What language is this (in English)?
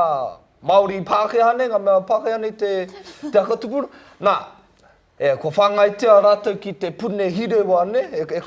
Māori